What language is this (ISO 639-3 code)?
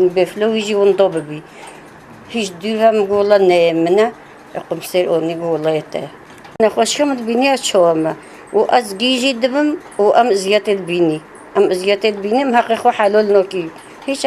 kur